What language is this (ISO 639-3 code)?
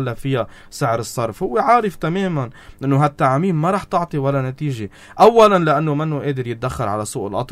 apc